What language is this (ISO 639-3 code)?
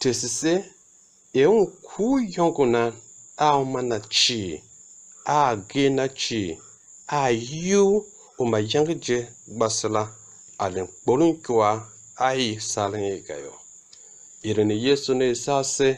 tiv